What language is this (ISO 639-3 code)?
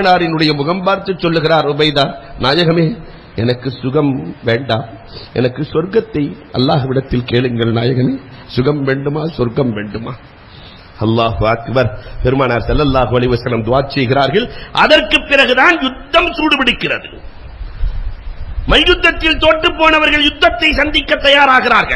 tam